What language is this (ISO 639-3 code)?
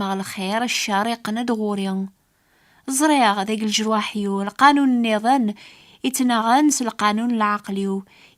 kab